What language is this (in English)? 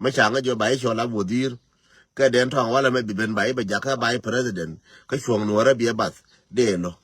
Nuer